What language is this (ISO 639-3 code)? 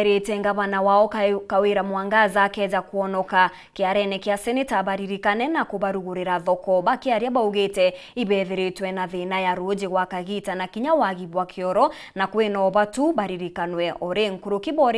mer